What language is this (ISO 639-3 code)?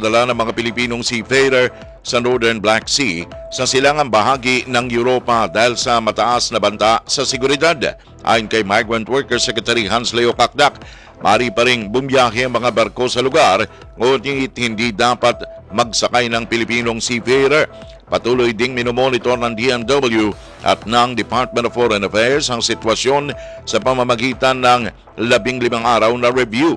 fil